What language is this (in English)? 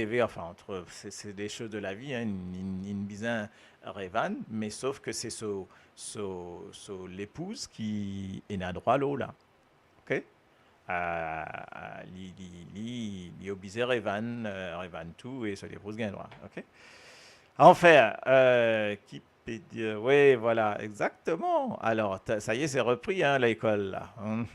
Morisyen